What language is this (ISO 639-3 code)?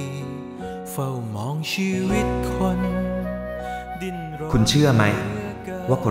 tha